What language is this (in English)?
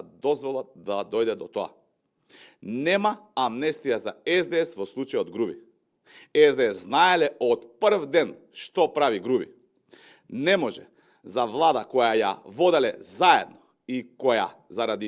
Macedonian